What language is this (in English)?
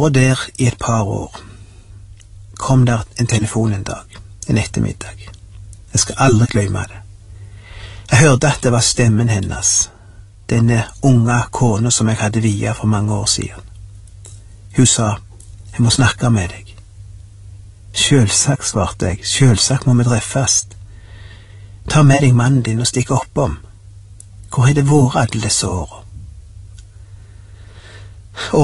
Norwegian